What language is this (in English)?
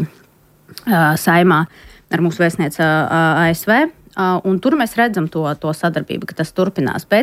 Latvian